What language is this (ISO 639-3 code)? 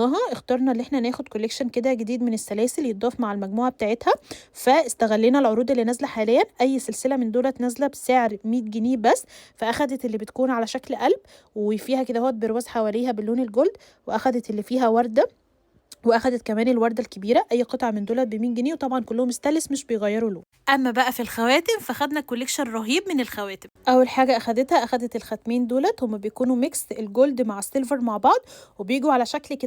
arz